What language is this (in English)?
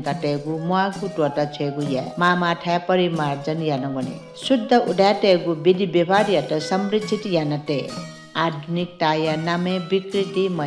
Newari